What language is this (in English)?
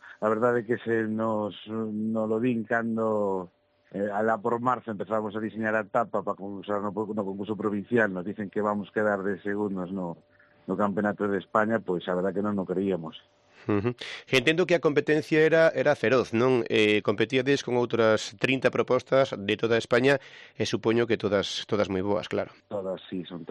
Galician